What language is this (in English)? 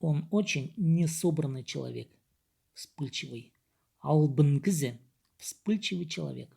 Khakas